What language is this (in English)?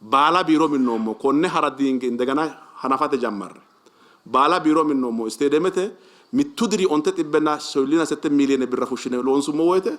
Sidamo